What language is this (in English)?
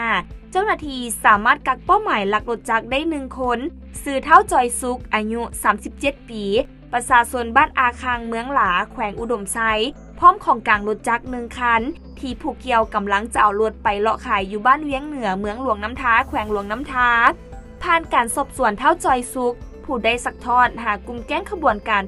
Lao